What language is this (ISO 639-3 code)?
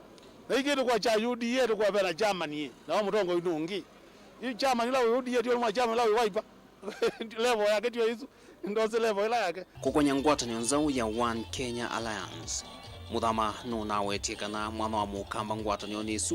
kam